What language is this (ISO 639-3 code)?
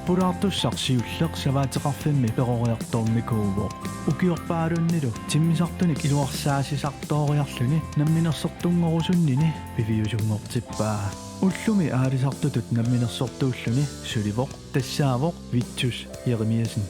kal